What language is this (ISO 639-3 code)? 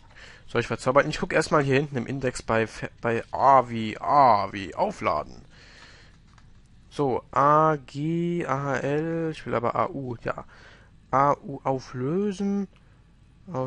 deu